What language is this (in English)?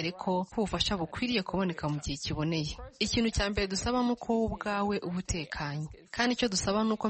Kinyarwanda